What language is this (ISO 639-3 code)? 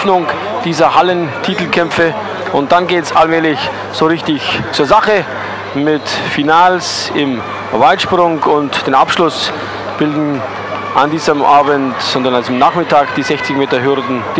deu